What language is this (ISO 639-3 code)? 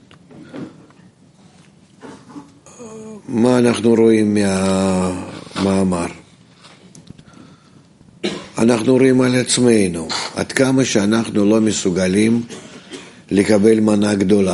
heb